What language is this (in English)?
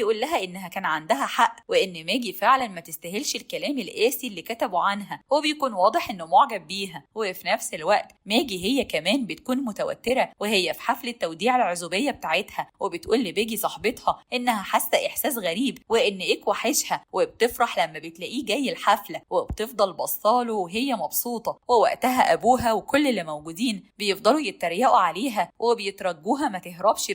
Egyptian Arabic